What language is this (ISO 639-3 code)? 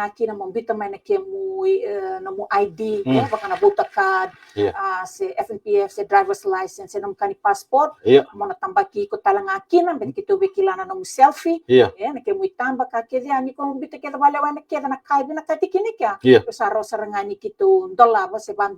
fij